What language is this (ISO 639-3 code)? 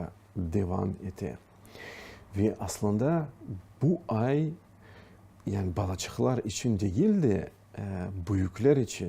crh